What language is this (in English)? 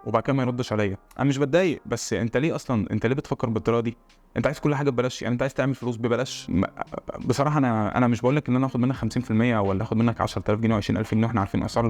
Egyptian Arabic